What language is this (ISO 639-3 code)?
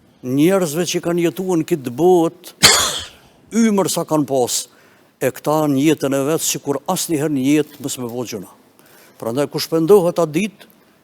sqi